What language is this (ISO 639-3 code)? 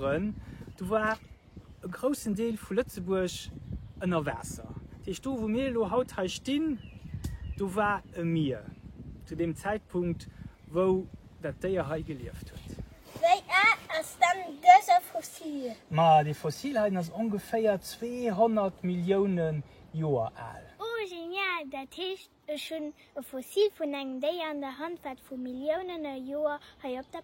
ltz